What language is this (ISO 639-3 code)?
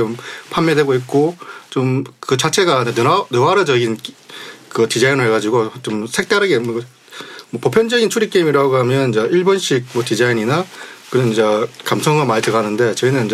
kor